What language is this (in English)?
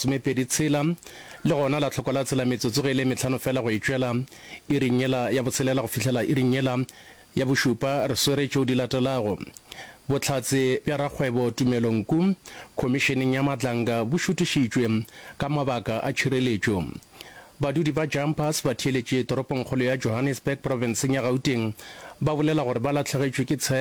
Northern Sotho